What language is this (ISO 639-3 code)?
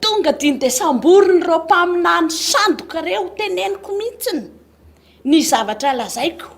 mlg